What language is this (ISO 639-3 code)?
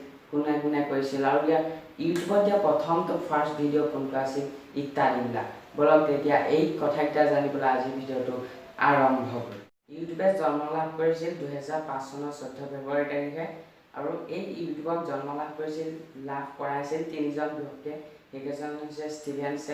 asm